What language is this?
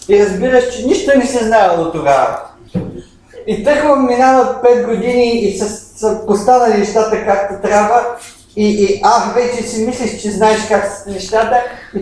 Bulgarian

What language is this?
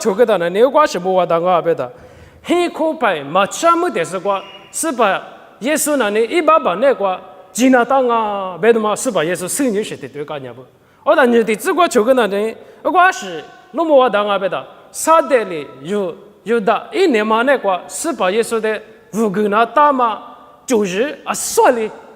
Lisu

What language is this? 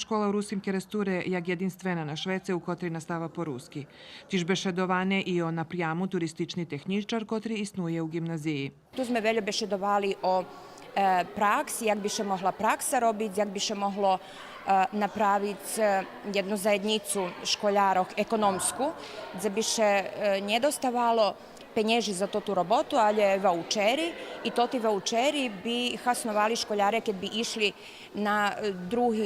Rusyn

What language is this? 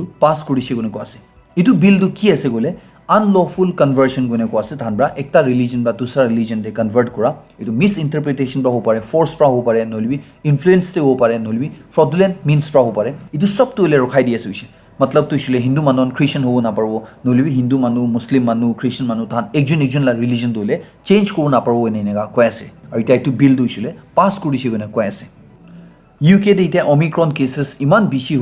Naga Pidgin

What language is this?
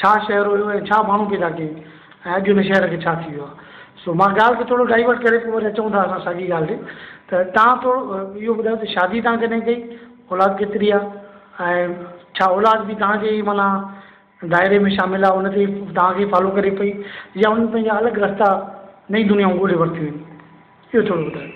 Sindhi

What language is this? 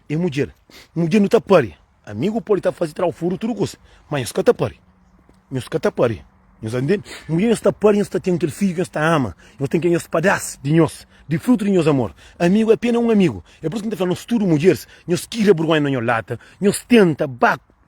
Kabuverdianu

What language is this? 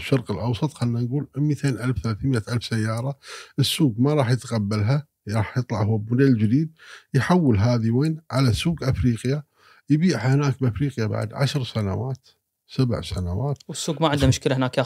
Gulf Arabic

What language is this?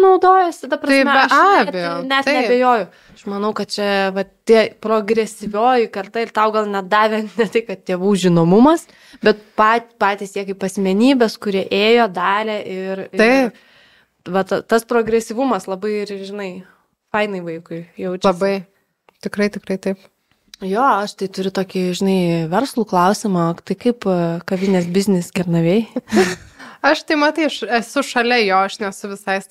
Lithuanian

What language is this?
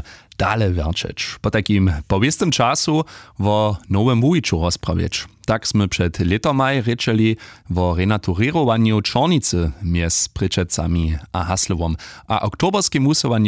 Upper Sorbian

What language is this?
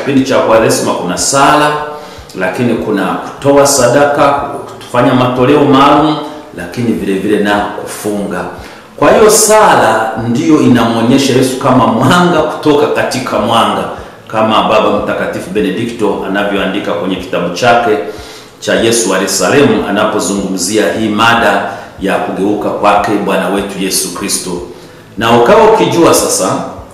Swahili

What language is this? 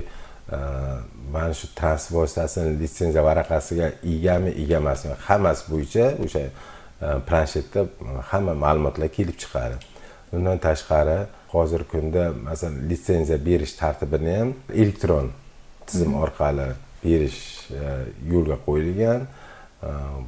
Uzbek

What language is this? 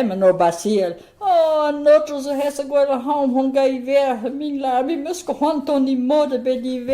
Breton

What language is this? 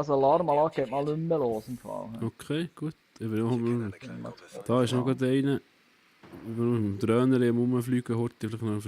Swiss German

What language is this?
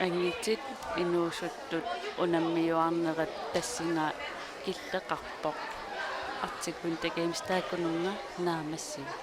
Kalaallisut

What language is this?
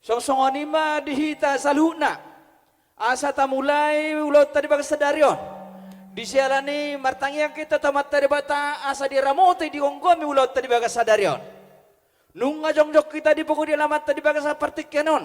Batak Toba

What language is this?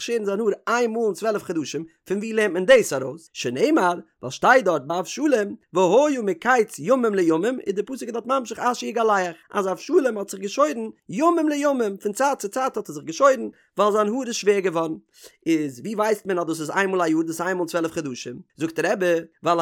Yiddish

